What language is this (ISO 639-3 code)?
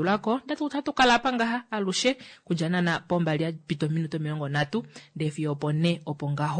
kua